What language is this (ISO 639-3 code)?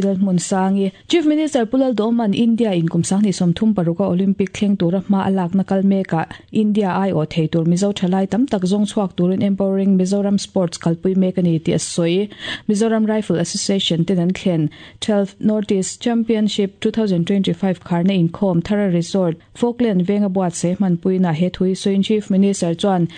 lus